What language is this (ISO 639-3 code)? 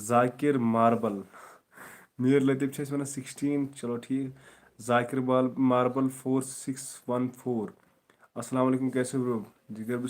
kas